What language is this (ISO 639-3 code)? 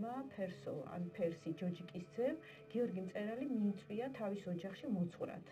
kat